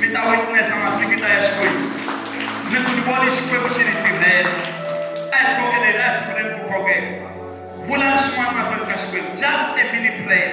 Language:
Tsonga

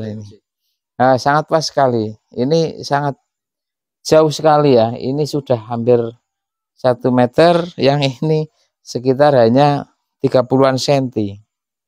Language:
Indonesian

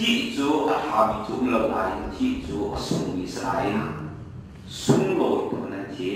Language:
Hakha Chin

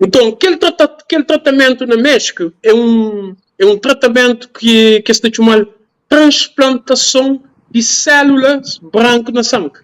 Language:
Kabuverdianu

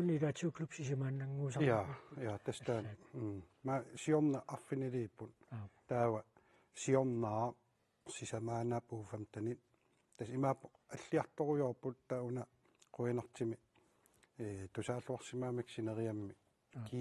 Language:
Kalaallisut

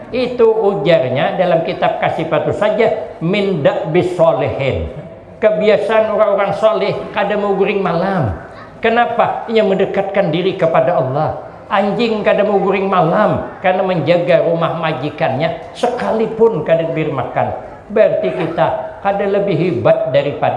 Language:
Banjar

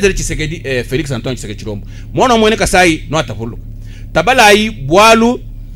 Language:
Luba-Lulua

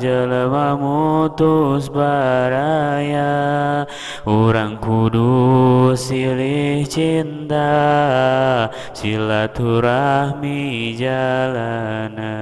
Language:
Sundanese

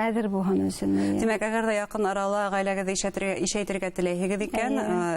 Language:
Bashkir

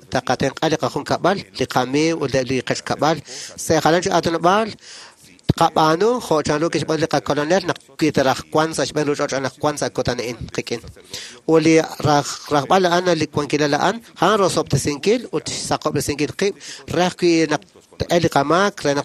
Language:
Kekchí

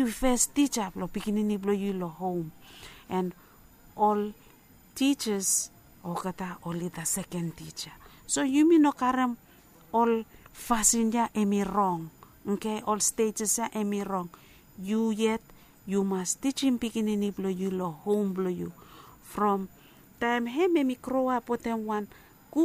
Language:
Bislama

